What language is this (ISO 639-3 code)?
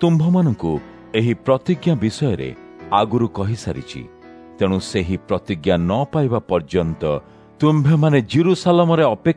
ori